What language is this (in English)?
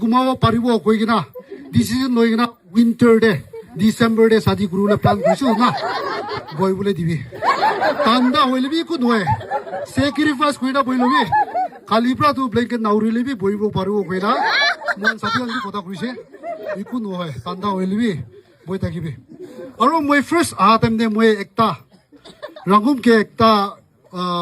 Naga Pidgin